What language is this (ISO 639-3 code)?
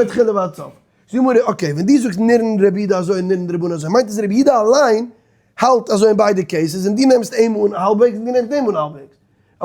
yid